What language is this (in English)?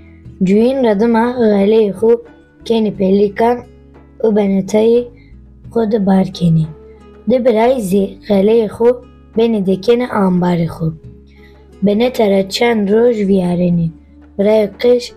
Zaza